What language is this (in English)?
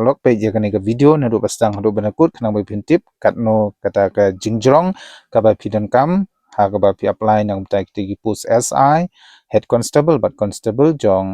Khasi